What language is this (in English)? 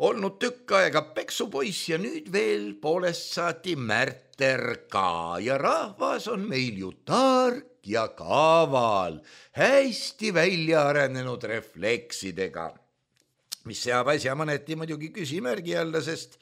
Estonian